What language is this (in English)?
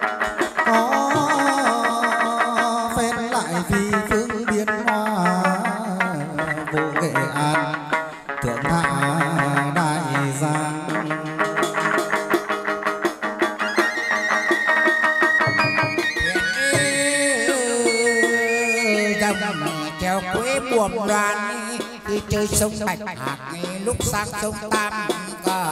Vietnamese